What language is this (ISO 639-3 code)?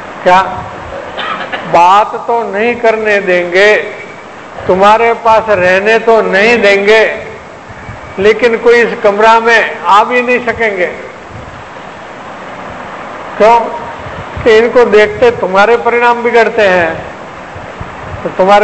hin